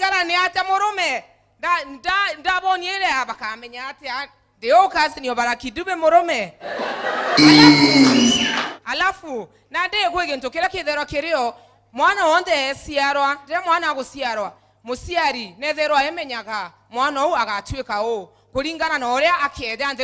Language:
Meru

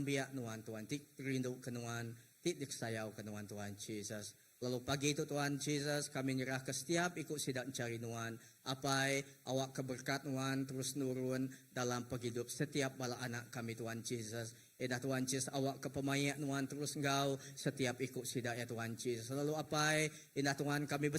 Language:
Iban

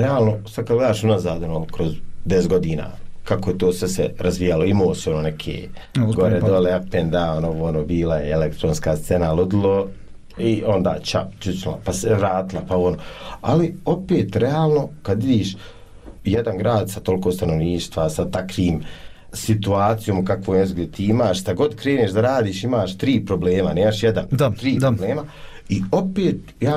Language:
Bosnian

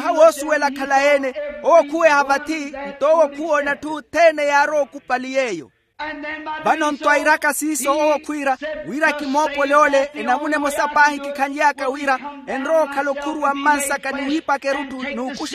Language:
Makhuwa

